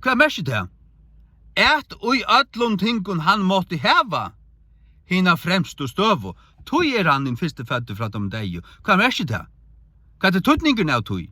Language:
Faroese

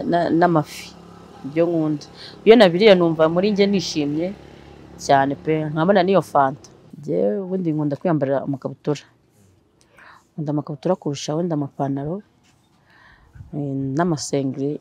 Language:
Kinyarwanda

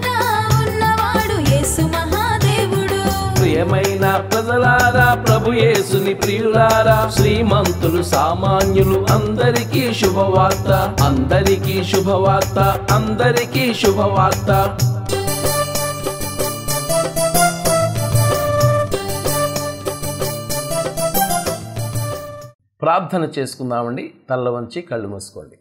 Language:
Telugu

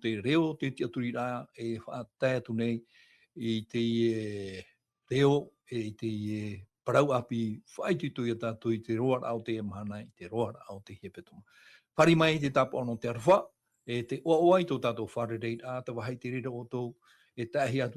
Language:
Tahitian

